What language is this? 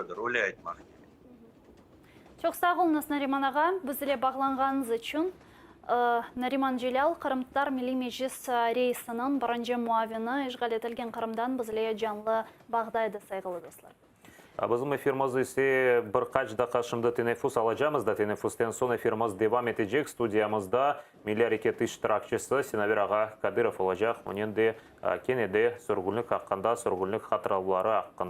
Crimean Tatar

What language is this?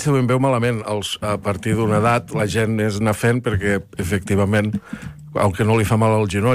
Catalan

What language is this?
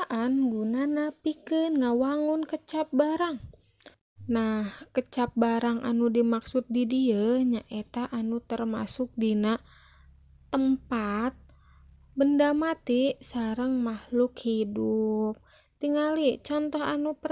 Sundanese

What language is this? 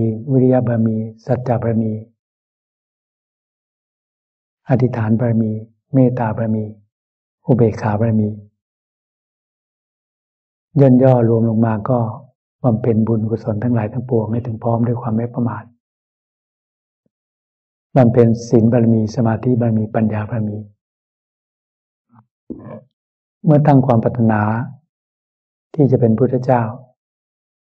Thai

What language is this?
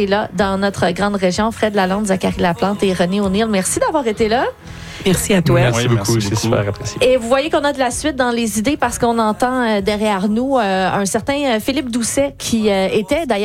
French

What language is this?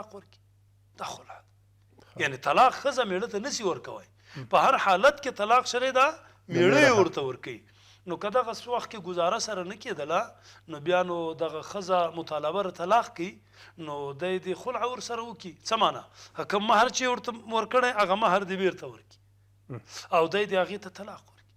Pashto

